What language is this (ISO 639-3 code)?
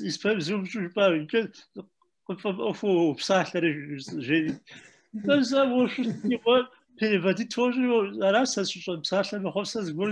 kbd